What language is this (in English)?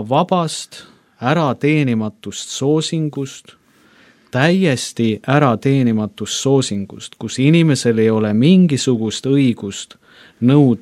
Estonian